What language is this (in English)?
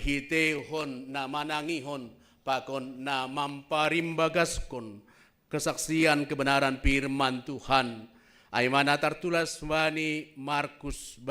Batak Simalungun